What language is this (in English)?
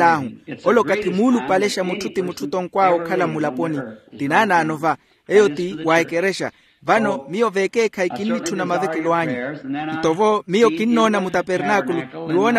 Makhuwa